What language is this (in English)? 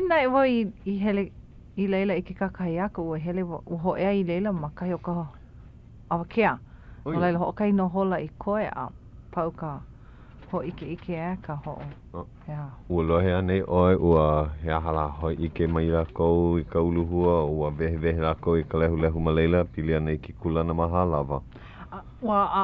Hawaiian